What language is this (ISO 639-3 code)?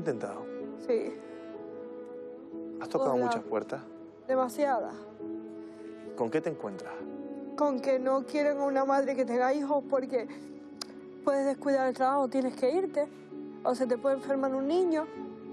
spa